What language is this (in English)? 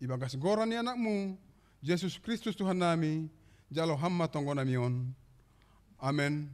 Batak Simalungun